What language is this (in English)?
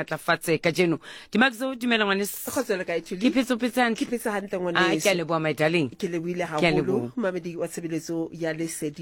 Southern Sotho